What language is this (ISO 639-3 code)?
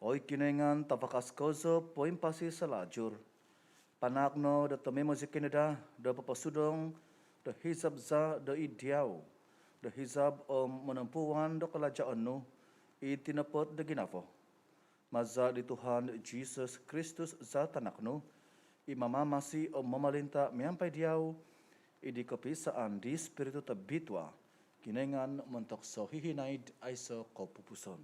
dtp